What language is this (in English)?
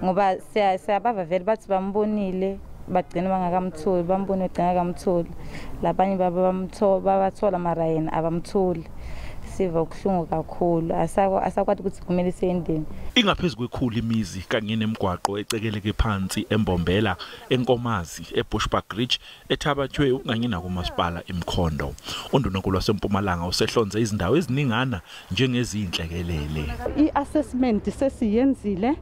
Zulu